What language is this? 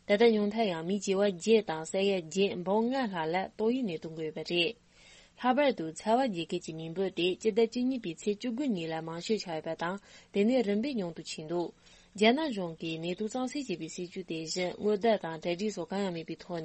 Tibetan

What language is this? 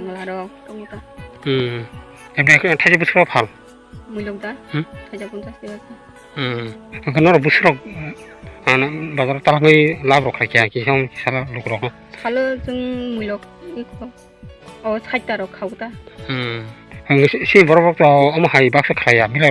Kok Borok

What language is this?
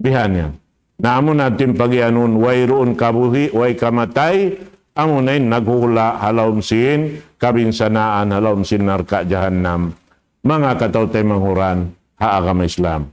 Tausug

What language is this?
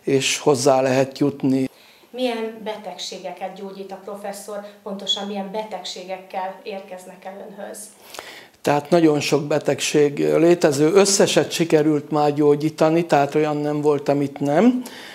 Hungarian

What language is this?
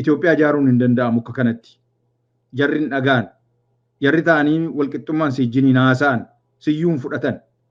Oromo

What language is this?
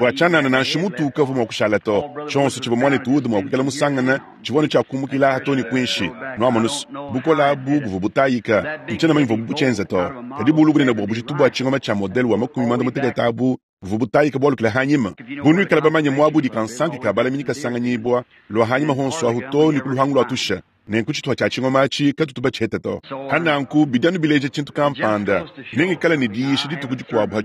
Luba-Lulua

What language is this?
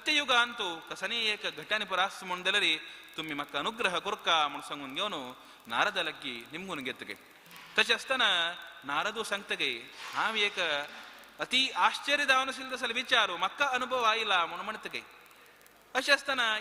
Konkani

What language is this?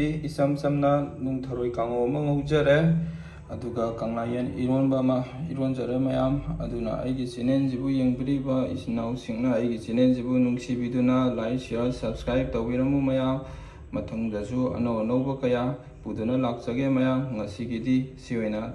Manipuri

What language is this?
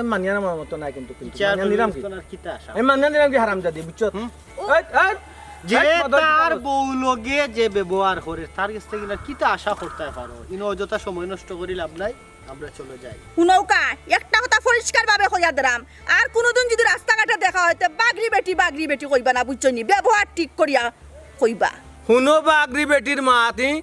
Sylheti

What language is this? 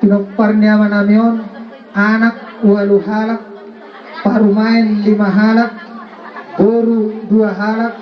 Batak Toba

